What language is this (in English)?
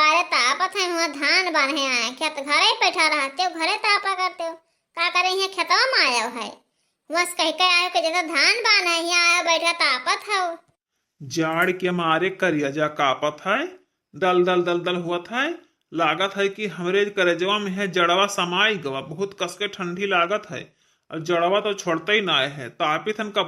Awadhi